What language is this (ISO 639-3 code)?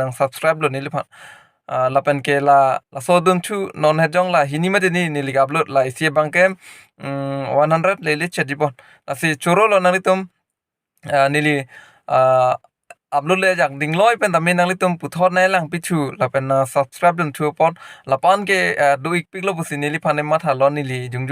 mjw